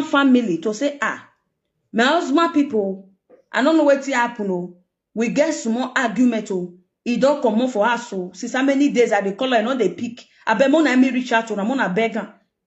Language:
Nigerian Pidgin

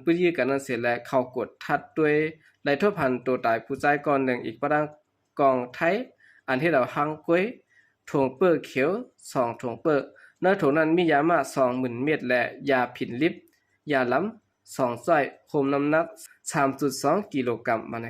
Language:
Shan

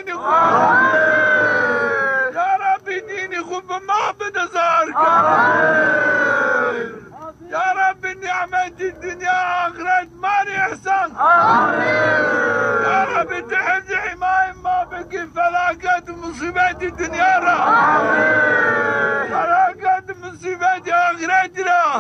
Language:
Zaza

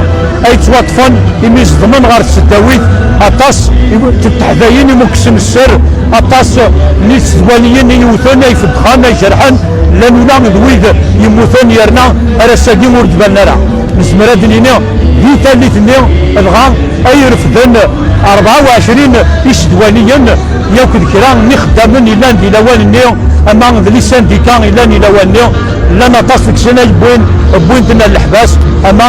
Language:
Kabyle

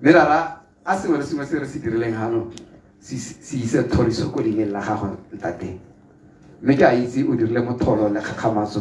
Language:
Tswana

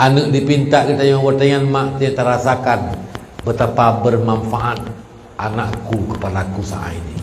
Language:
Achinese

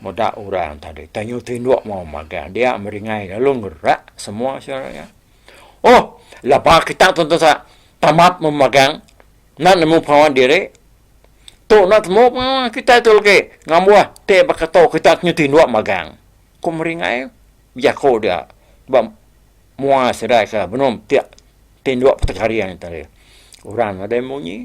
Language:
Iban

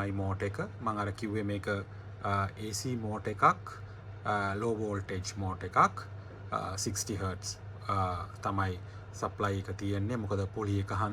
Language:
Sinhala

